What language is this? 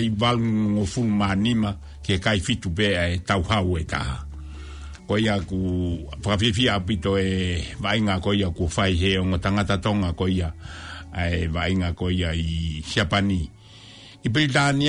Tongan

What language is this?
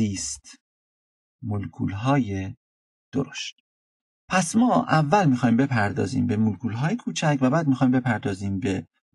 Persian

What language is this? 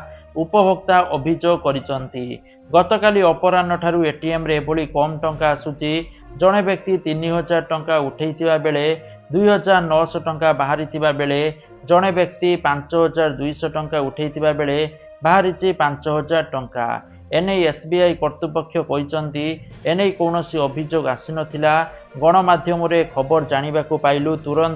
Odia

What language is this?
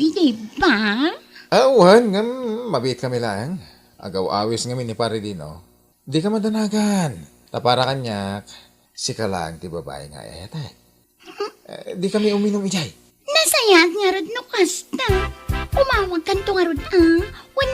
Iloko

